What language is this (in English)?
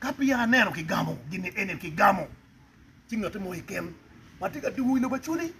Acoli